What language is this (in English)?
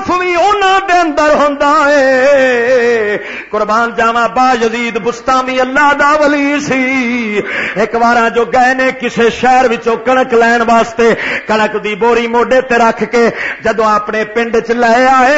Western Panjabi